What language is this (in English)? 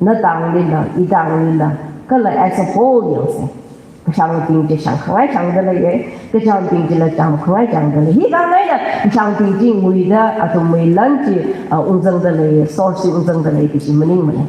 Tangkhul Naga (India)